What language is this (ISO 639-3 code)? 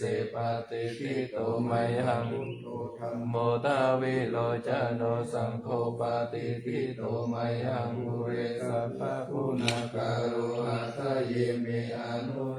pli